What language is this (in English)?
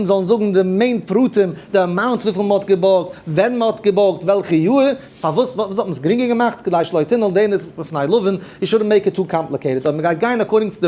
Yiddish